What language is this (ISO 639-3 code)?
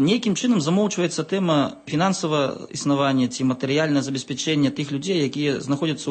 bel